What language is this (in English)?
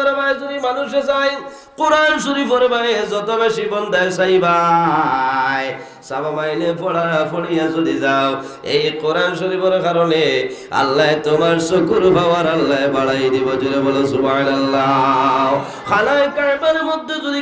Sylheti